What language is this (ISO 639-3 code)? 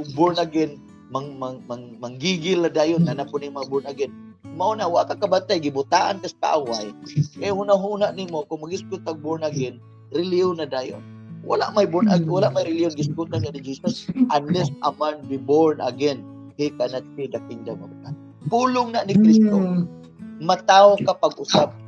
ceb